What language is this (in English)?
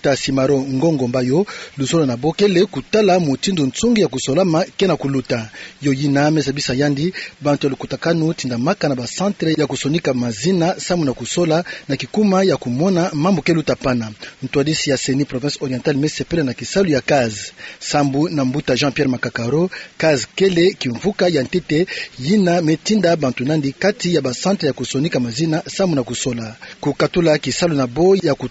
Kituba (Democratic Republic of Congo)